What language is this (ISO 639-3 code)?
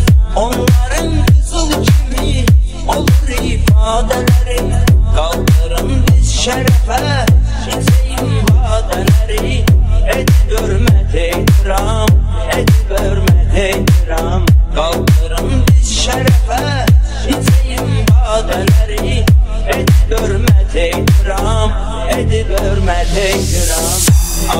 tur